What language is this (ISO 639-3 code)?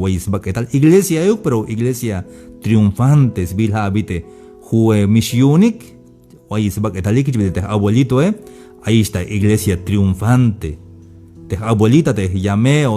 tzh